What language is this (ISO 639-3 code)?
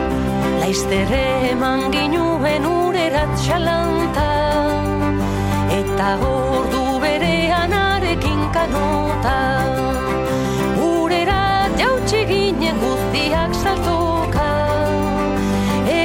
eus